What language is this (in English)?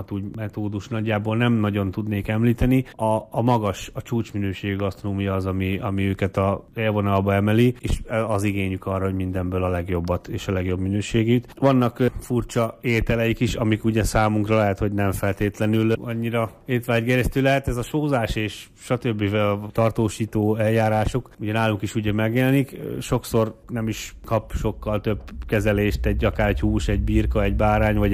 Hungarian